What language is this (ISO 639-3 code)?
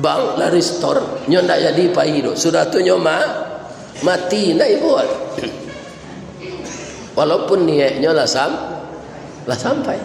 min